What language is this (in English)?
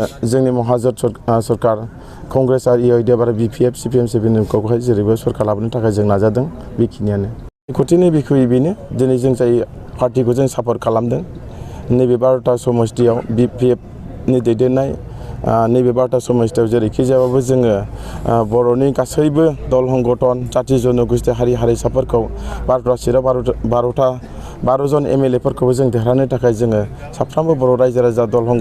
Bodo